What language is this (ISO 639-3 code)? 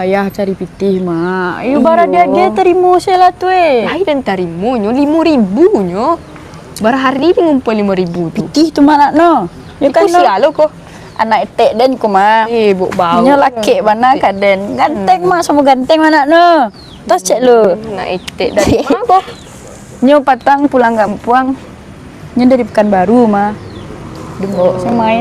min